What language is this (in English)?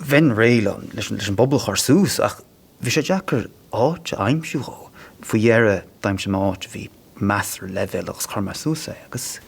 Irish